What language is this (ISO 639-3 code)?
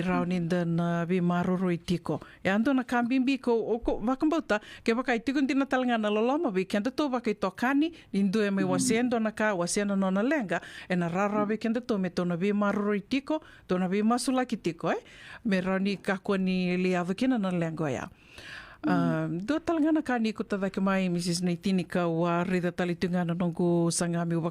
fij